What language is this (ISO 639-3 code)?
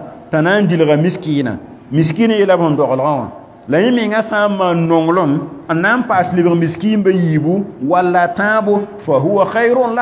mos